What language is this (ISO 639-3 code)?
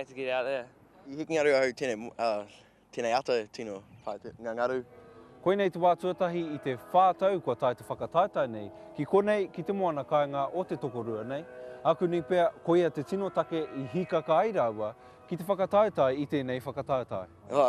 mri